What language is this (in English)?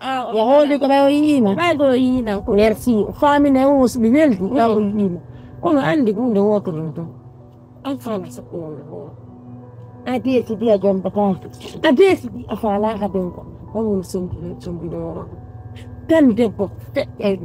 Fula